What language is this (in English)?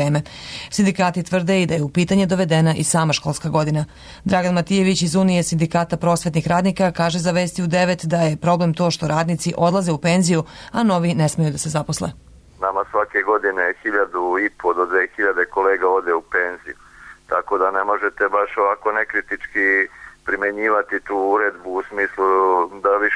Serbian